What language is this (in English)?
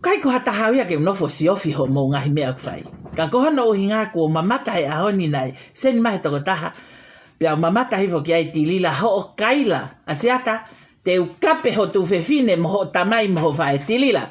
Tongan